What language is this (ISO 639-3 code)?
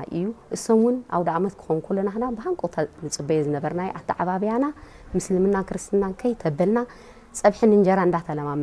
tir